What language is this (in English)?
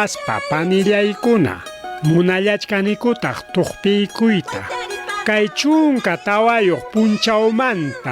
Ayacucho Quechua